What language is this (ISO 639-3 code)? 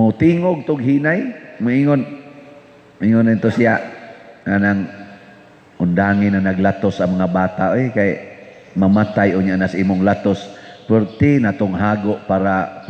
ceb